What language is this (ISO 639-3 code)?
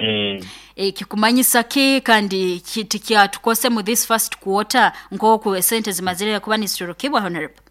nyo